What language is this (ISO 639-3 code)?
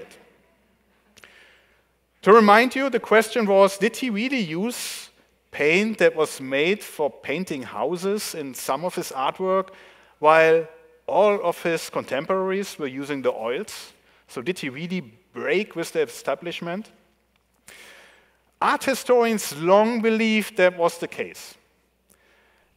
eng